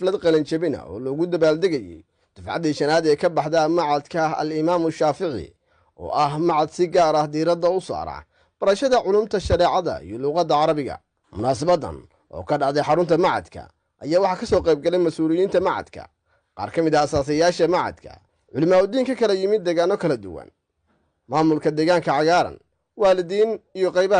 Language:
Somali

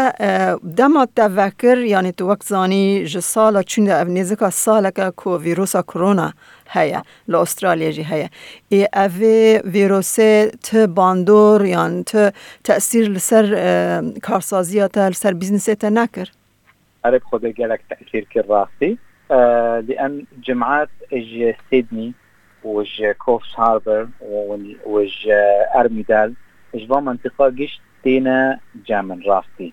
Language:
Kurdish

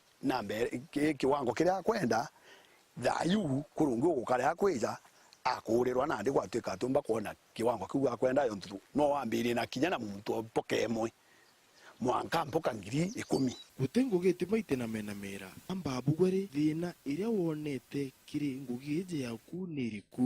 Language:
Meru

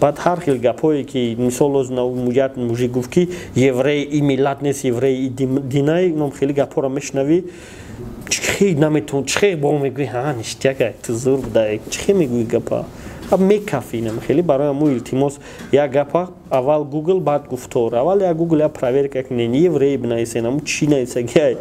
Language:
Tajik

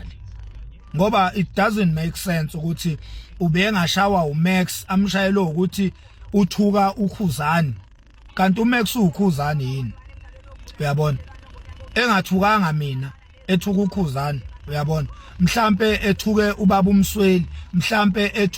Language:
Zulu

